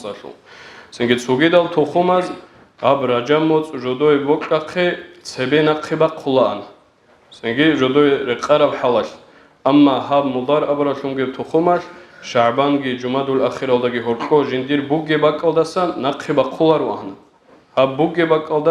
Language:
Avaric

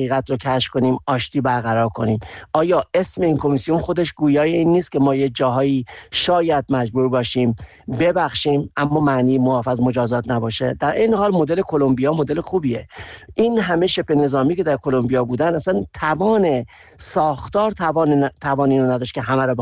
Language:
Persian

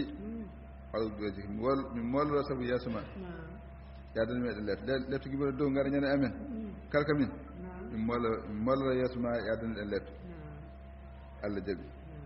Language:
Fula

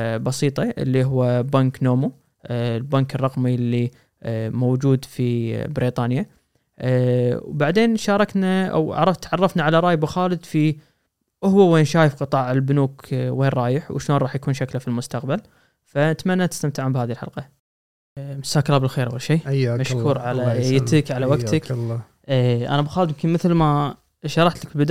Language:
Gulf Arabic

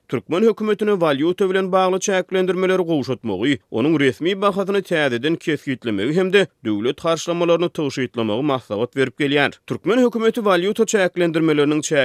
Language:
Turkmen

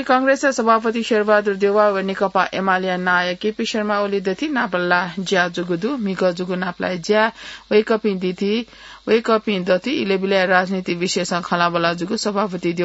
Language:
Newari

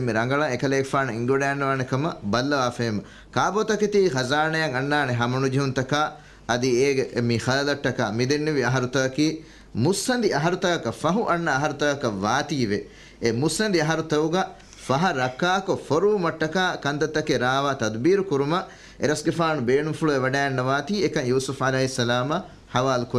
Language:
Divehi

